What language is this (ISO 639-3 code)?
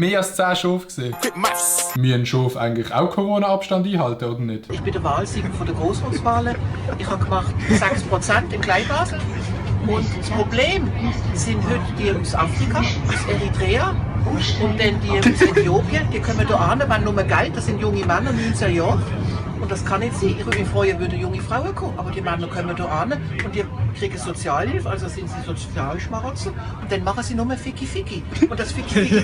gsw